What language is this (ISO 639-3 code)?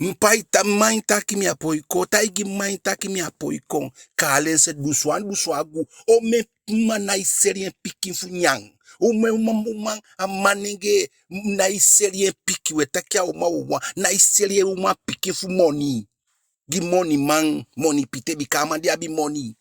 djk